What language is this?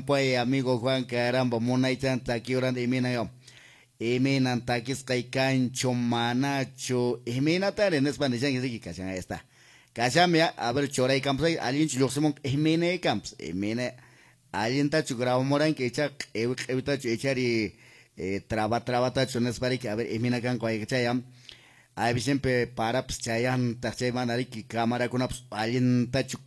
Quechua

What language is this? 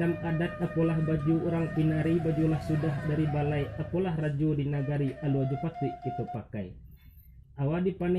Minangkabau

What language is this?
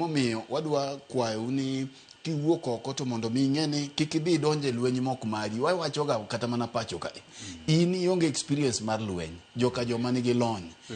Luo (Kenya and Tanzania)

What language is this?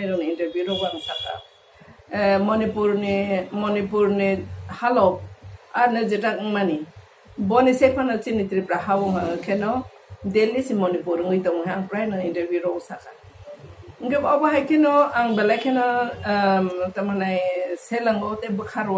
Kok Borok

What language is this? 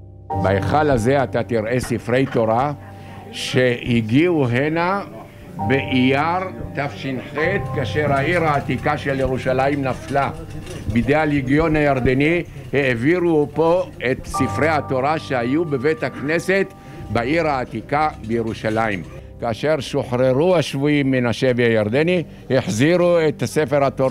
Hebrew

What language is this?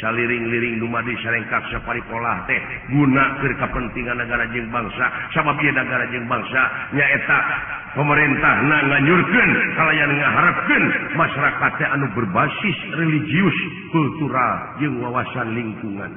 Sundanese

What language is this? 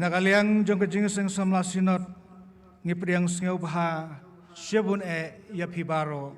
Khasi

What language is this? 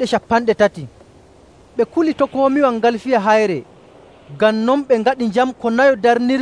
Nigerian Fulfulde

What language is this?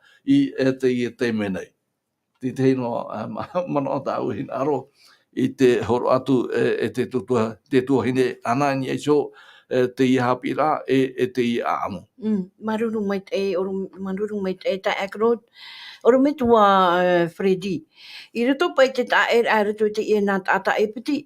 Tahitian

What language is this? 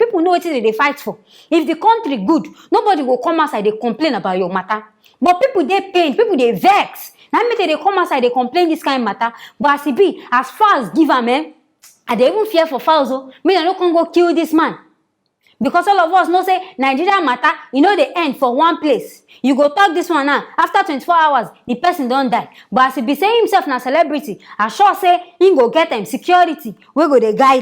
Nigerian Pidgin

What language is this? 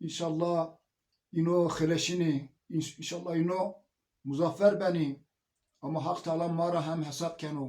Zaza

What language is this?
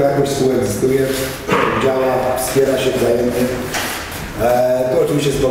Polish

